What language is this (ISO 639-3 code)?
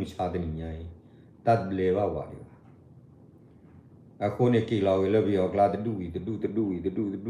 ksw